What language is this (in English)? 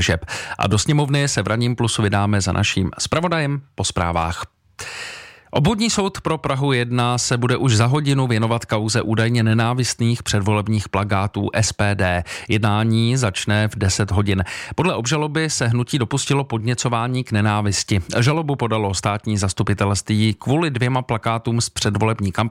Czech